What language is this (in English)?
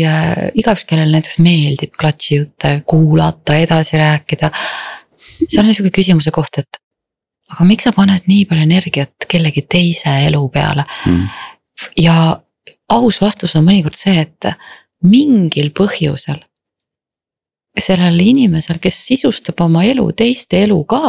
Estonian